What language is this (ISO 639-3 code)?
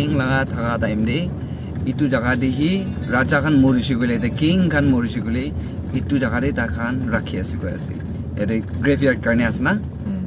nag